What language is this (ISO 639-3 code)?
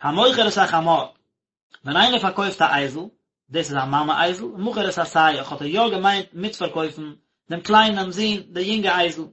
yid